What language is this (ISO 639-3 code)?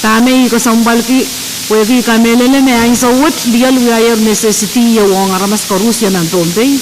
pon